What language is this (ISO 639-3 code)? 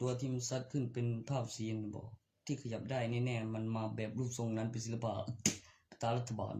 tts